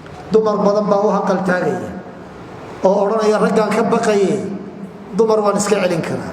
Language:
Somali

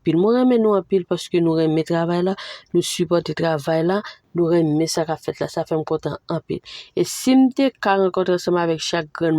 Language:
Haitian Creole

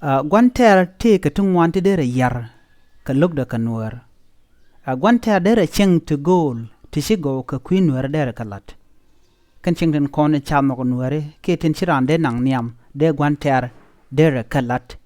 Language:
Nuer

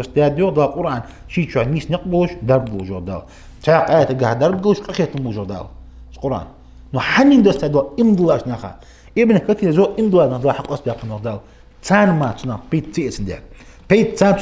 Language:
Ingush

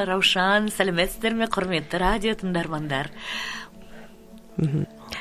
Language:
Kazakh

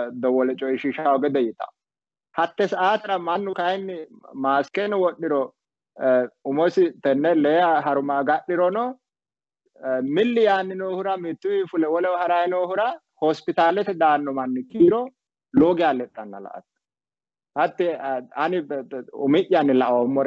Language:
Sidamo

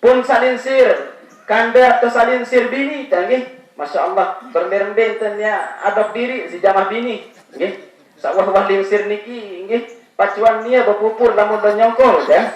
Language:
Sasak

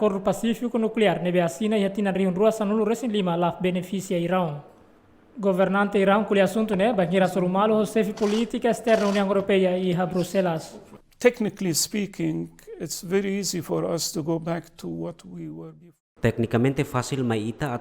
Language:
Tetum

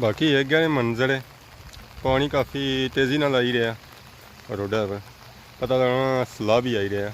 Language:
Pahari-Potwari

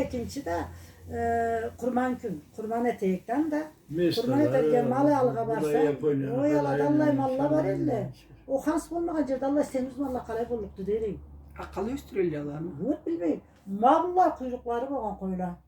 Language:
Karachay-Balkar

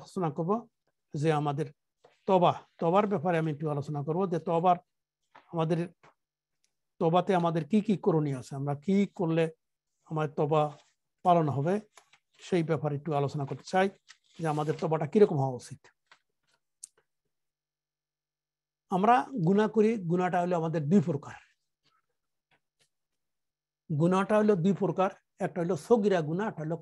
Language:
Bangla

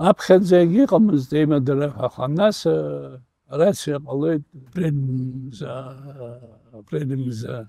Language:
Abkhazian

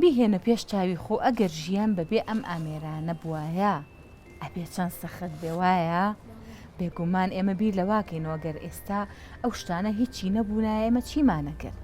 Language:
Central Kurdish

